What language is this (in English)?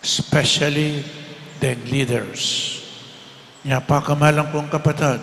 Pampanga